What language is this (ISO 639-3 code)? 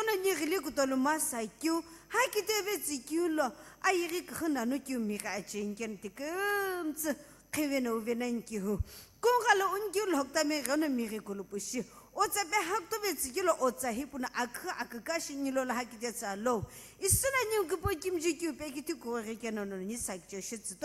nsm